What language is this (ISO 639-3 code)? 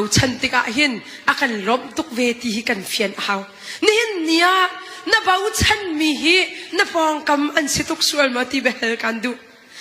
cnh